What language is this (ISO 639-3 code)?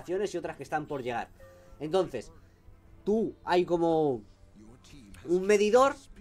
spa